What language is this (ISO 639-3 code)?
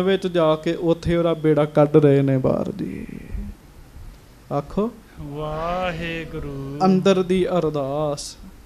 pan